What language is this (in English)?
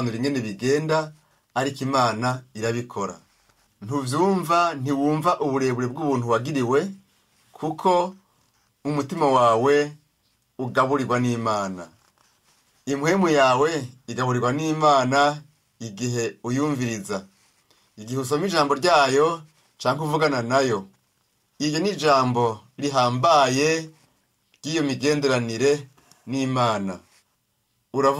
Rundi